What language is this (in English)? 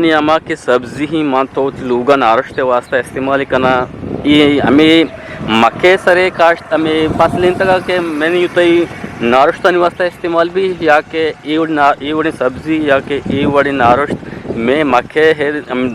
Eastern Balochi